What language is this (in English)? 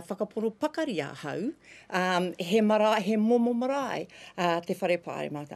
Māori